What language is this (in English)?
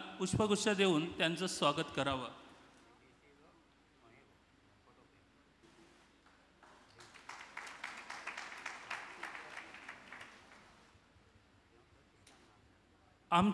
Marathi